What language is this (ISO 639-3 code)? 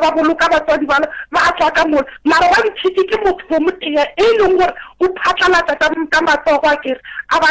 nso